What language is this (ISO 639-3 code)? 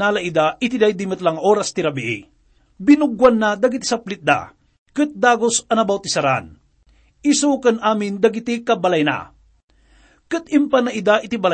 ilo